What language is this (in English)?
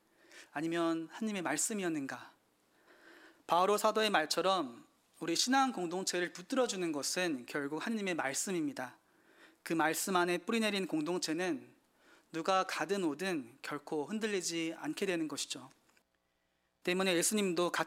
Korean